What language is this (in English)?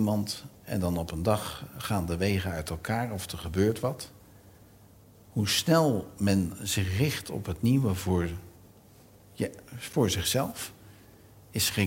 Dutch